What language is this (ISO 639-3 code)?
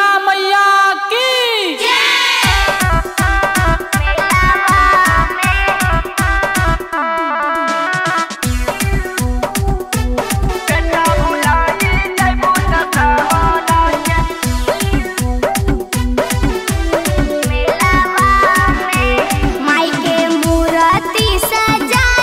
bho